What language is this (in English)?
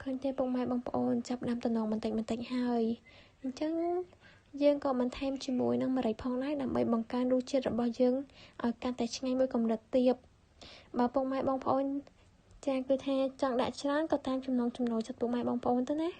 Khmer